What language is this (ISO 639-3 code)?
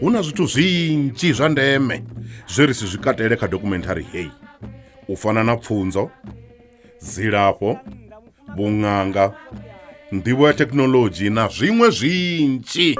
ven